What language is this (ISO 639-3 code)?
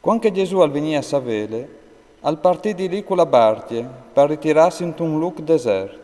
fur